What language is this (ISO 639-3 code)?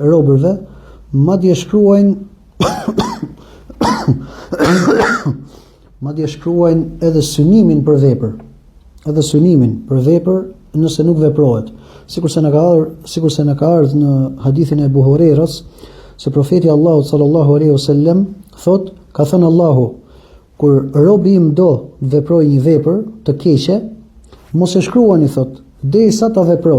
sqi